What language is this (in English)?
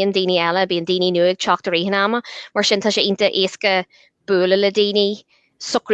Irish